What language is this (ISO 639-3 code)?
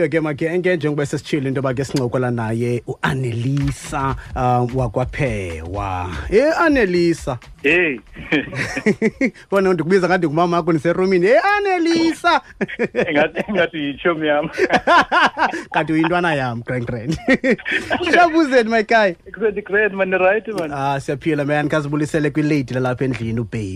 xho